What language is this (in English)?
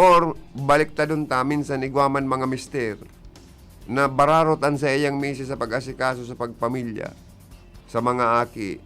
Bikol